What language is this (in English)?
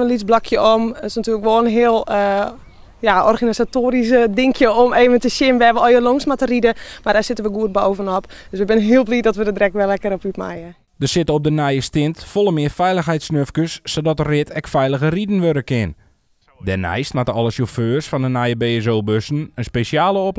Western Frisian